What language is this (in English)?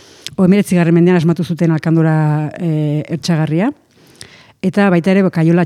Basque